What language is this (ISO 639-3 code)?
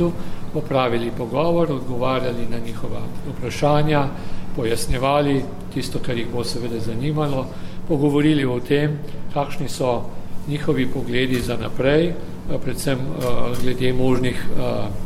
slv